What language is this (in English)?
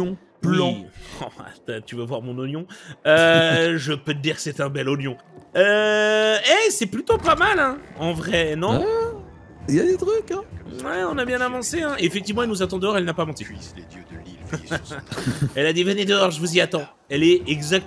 French